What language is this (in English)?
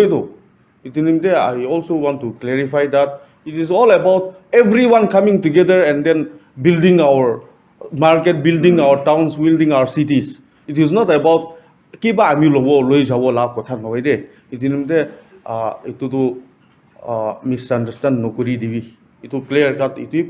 Naga Pidgin